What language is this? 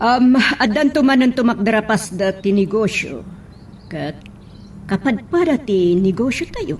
Iloko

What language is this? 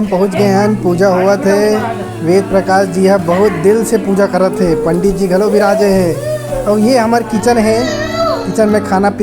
Chhattisgarhi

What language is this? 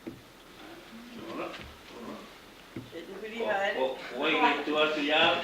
Māori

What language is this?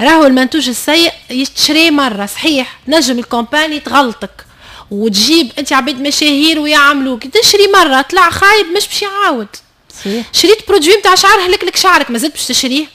Tunisian Arabic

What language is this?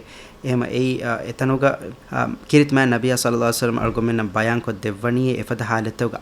Divehi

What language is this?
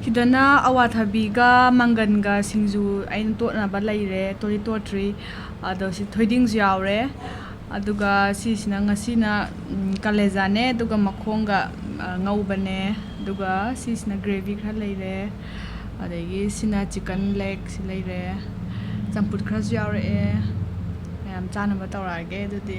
Manipuri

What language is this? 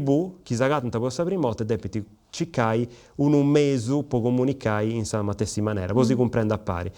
Sardinian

